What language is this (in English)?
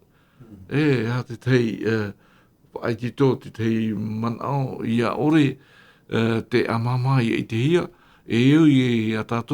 Tahitian